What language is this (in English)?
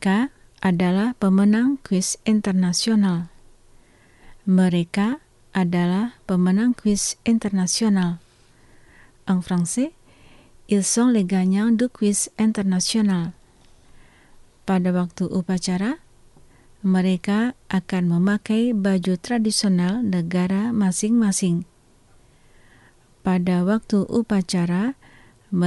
Indonesian